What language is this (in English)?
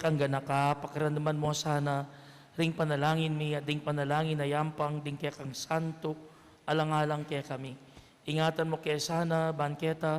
Pampanga